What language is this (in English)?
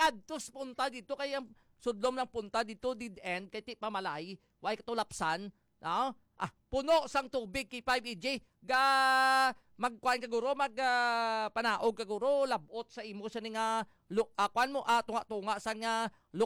Hiligaynon